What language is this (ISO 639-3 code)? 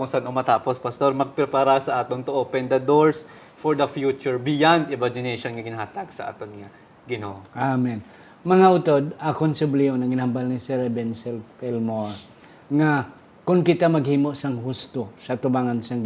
hil